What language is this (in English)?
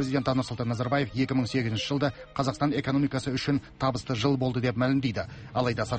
Kazakh